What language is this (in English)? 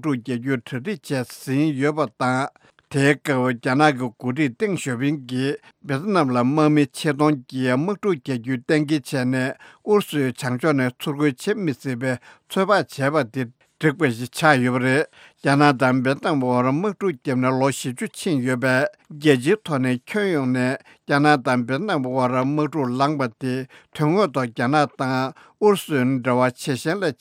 Tibetan